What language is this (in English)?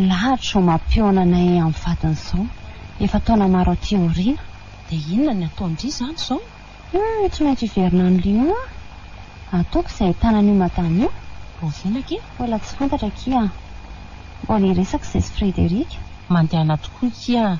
Malagasy